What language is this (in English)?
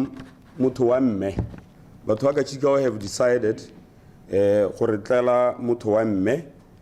Tswana